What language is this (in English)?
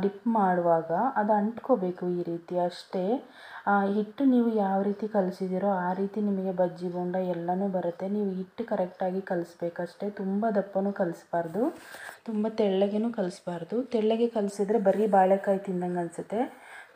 Kannada